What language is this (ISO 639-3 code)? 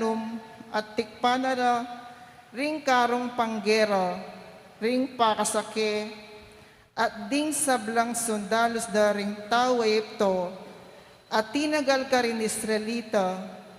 pam